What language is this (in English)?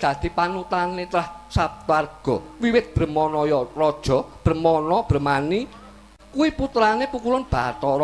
Javanese